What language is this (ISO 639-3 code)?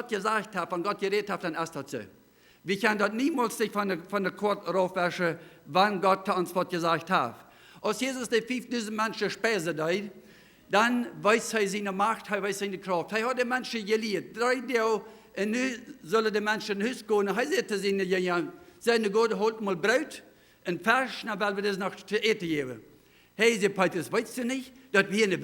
pdt